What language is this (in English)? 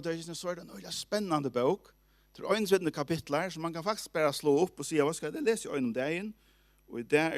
Faroese